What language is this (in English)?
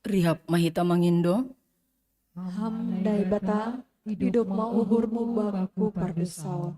Batak Simalungun